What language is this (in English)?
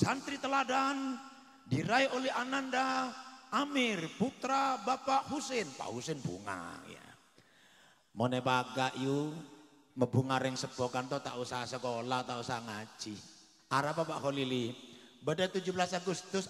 Indonesian